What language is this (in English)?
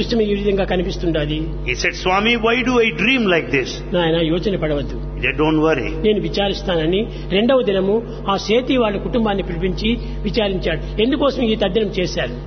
Telugu